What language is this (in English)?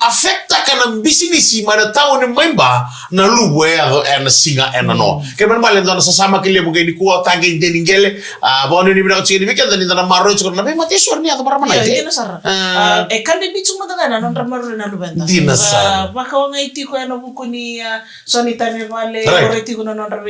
Fijian